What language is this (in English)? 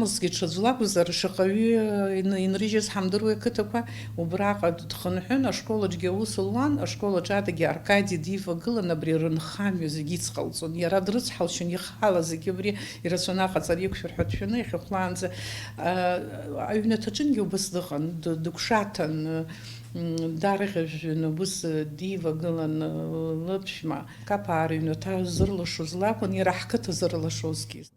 Abkhazian